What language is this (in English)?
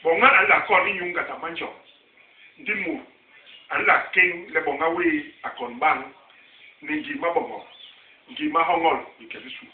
Basaa